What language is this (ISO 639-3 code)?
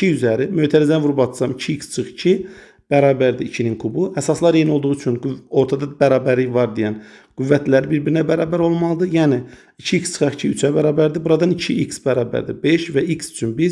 aze